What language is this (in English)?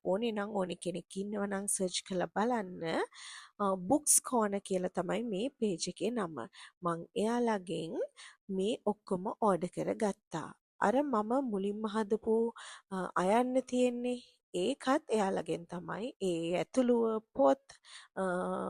Sinhala